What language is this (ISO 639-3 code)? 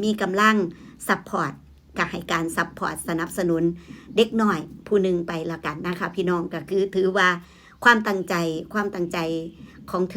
tts